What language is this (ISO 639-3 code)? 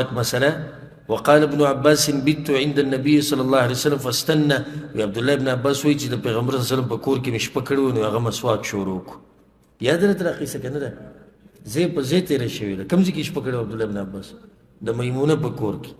pus